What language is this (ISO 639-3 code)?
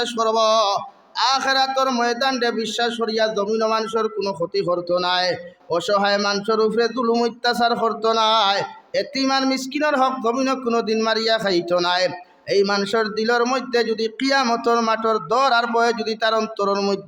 syl